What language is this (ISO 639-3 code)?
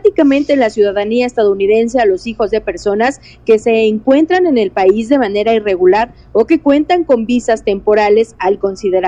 spa